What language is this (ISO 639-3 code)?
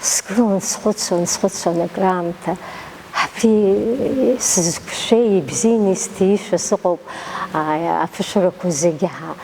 abk